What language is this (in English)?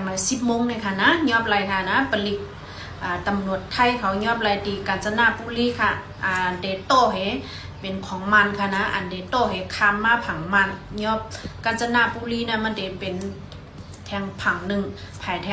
Shan